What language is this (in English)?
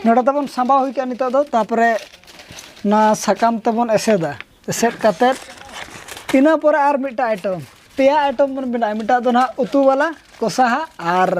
Santali